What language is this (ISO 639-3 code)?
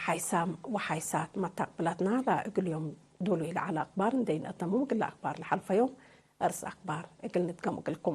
tig